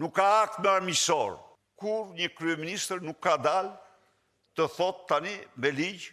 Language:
Albanian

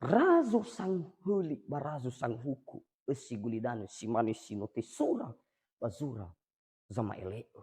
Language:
Nias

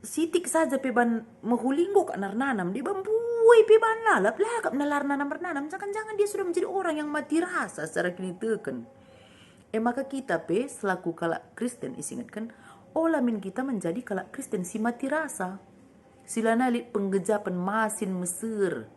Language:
Batak Karo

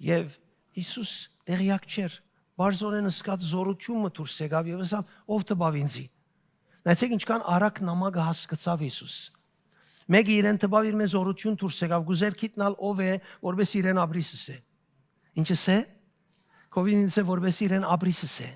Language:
Western Armenian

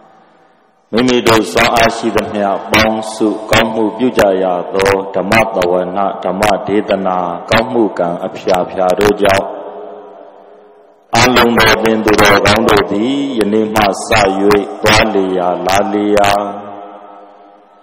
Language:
Burmese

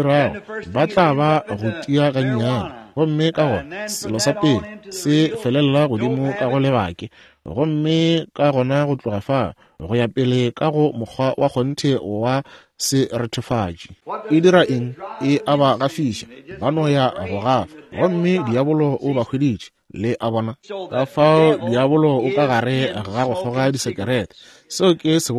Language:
Northern Sotho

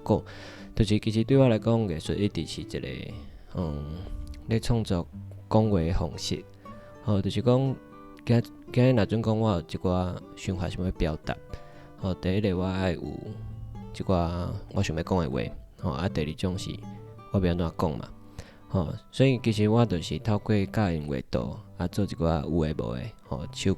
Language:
Min Nan Chinese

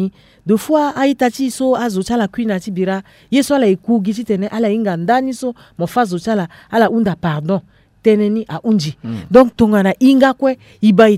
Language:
Sango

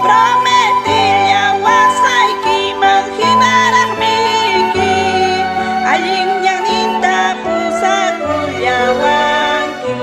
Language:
Ayacucho Quechua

